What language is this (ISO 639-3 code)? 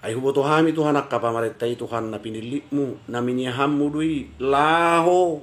bbc